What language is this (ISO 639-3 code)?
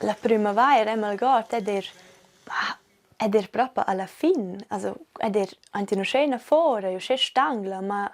roh